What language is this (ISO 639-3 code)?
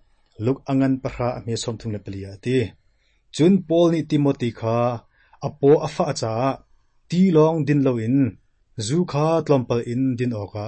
cnh